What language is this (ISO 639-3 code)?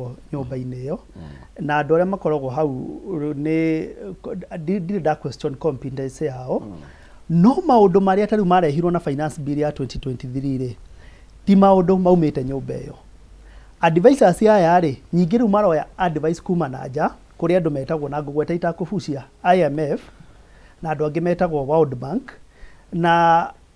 kik